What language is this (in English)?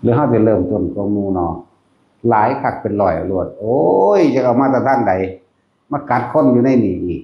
Northeastern Thai